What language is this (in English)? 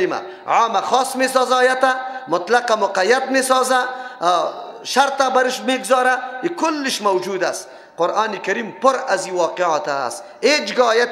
Persian